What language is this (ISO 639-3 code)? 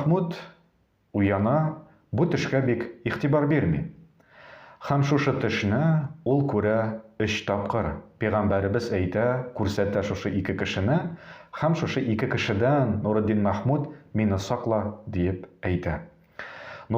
tat